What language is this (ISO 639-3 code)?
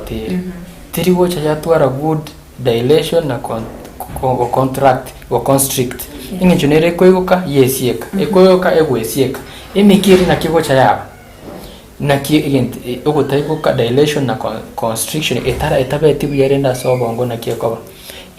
guz